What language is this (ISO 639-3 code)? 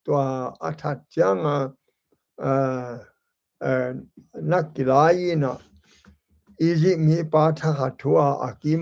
ctd